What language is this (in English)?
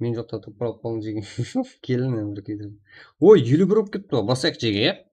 Kara-Kalpak